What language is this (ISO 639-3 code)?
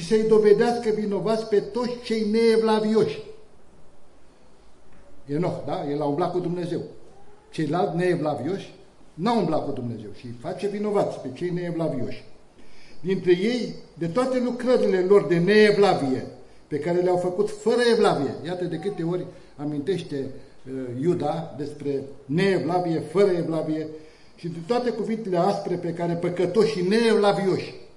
ron